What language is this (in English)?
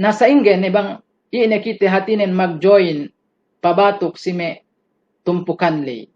Yakan